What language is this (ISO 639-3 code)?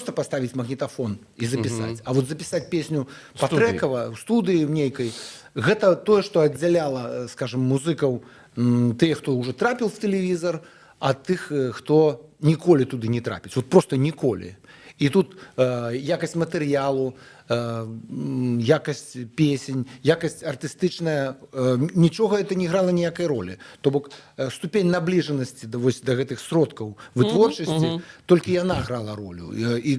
bel